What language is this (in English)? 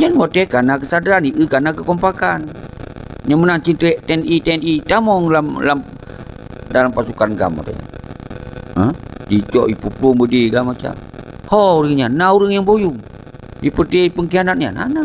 Achinese